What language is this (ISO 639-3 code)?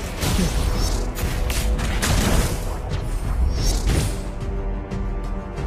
eng